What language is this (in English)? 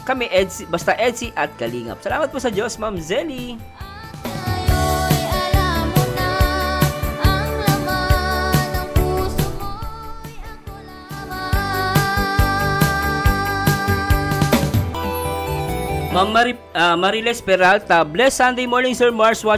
Filipino